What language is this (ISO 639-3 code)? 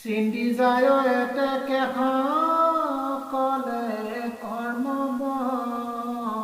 asm